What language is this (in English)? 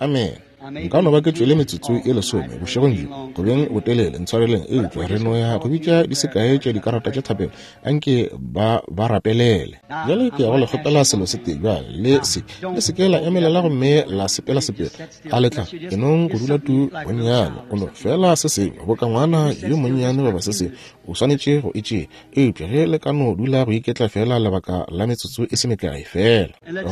Northern Sotho